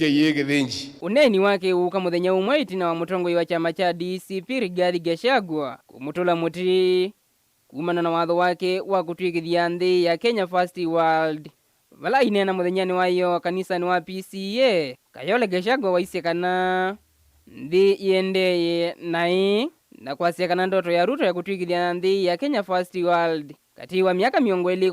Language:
Kamba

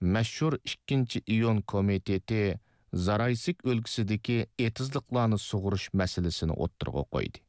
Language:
Uyghur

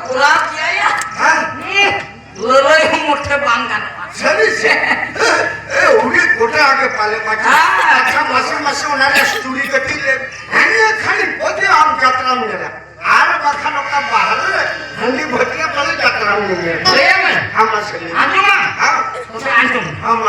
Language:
Santali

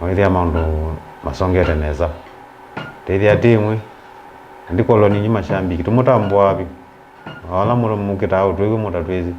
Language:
Kamba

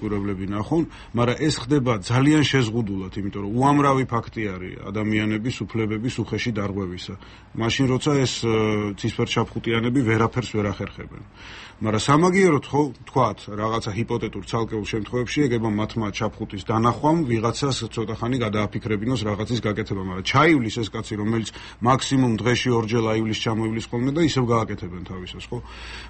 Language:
Georgian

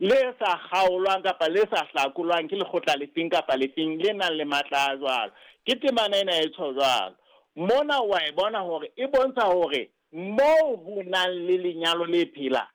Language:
Southern Sotho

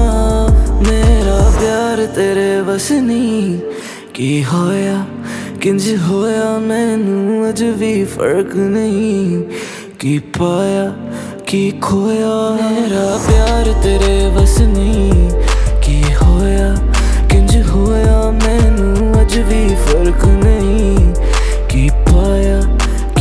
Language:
Punjabi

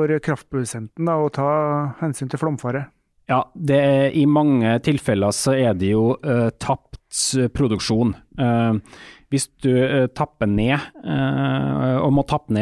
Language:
Norwegian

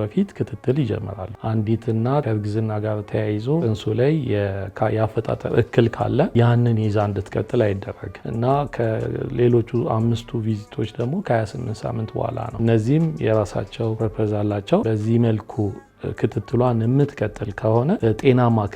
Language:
Amharic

